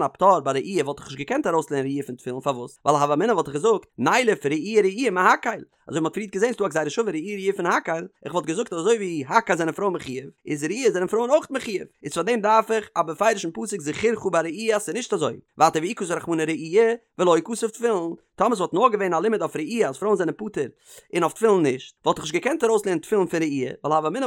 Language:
Yiddish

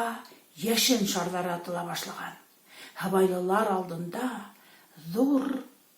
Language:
Bashkir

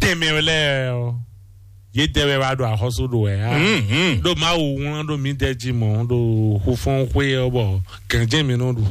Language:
Fon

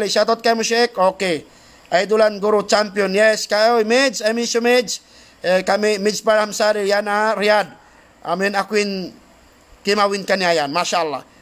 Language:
Tausug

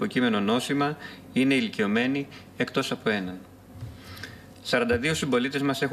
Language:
Greek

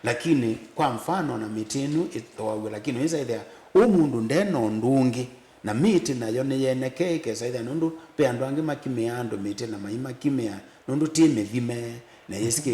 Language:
Kamba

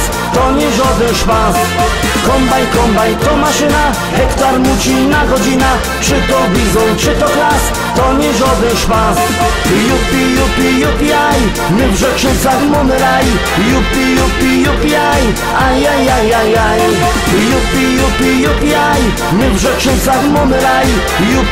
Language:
Silesian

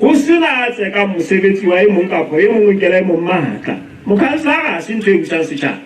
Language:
Southern Sotho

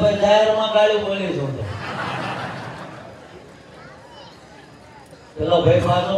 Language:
Gujarati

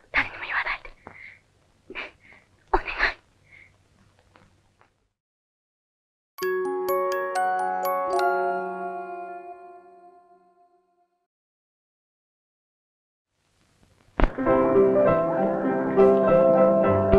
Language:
Japanese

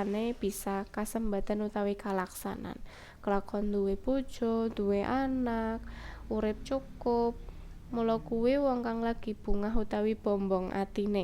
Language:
Javanese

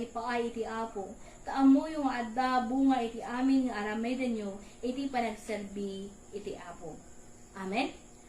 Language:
Iloko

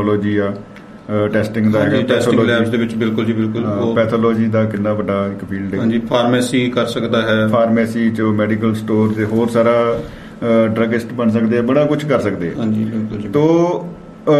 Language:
Punjabi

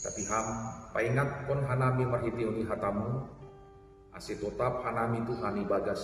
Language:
Batak Simalungun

